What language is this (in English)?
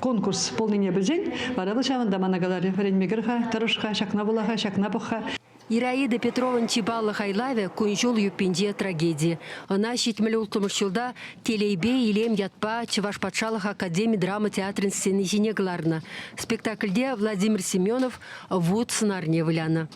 Chuvash